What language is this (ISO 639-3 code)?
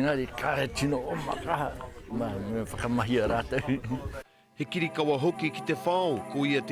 mri